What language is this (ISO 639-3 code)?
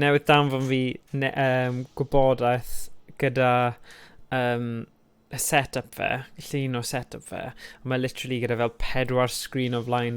cym